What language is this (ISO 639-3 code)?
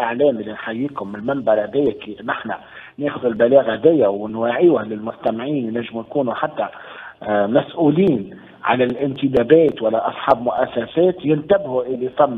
aeb